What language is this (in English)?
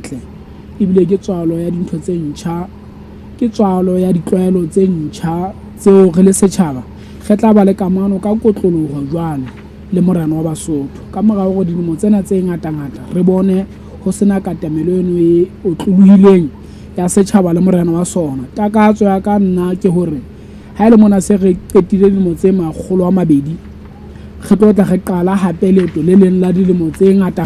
Southern Sotho